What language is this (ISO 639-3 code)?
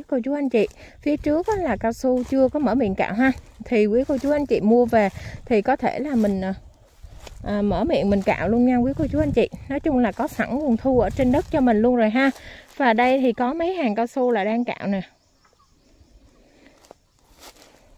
vie